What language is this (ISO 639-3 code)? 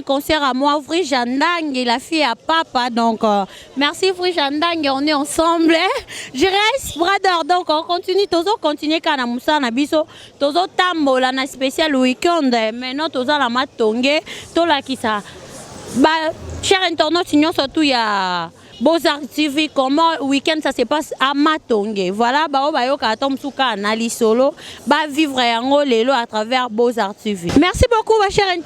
lin